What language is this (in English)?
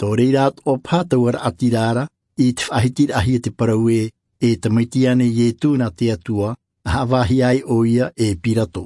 Tahitian